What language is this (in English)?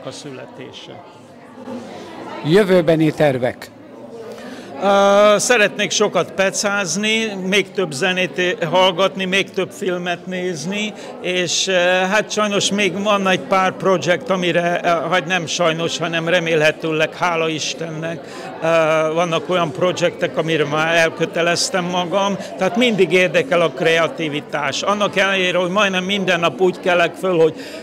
Hungarian